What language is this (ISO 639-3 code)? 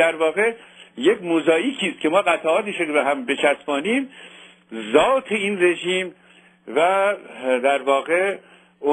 fas